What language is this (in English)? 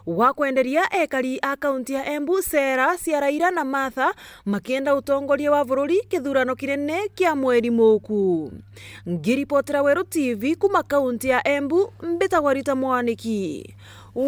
Meru